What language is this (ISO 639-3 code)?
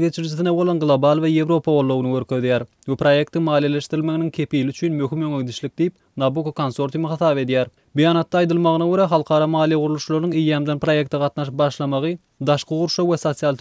tuk